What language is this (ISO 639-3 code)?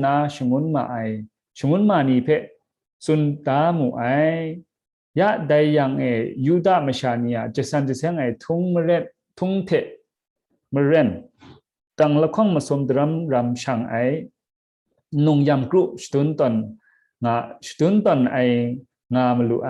kac